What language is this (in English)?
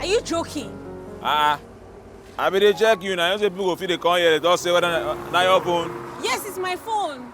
Nigerian Pidgin